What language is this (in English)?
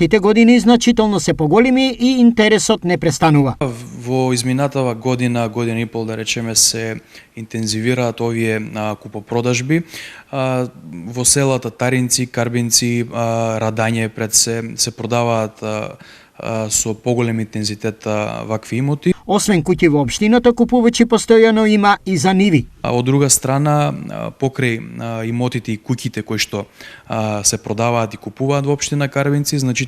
Macedonian